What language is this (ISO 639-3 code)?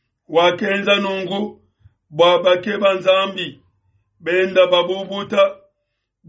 lua